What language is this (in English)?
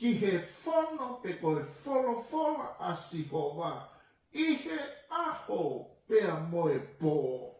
Tongan